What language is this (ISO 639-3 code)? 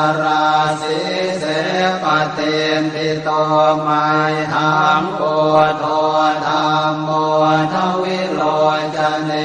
pli